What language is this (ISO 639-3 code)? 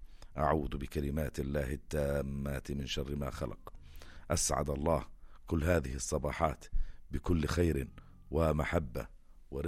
apc